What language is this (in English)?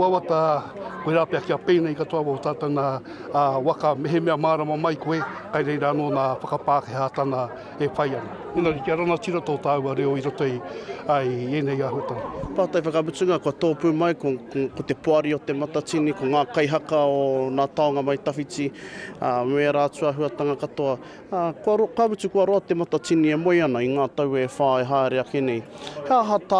Māori